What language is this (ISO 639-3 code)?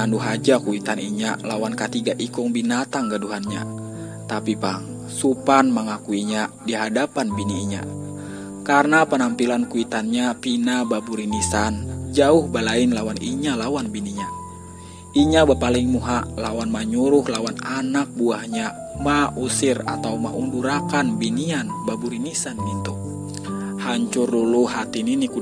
bjn